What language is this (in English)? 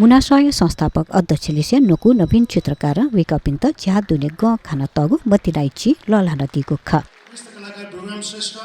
Newari